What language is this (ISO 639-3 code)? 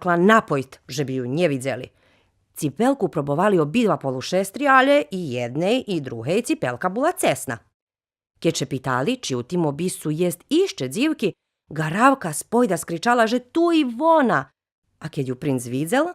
rue